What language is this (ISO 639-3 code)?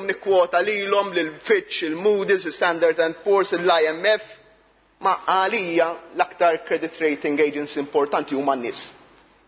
mlt